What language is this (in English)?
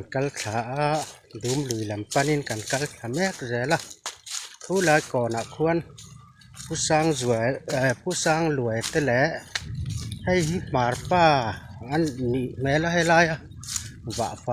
Mizo